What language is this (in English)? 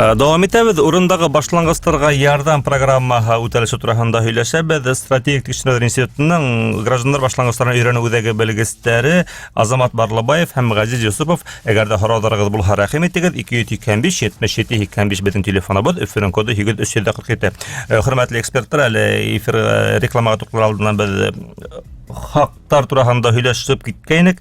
Bashkir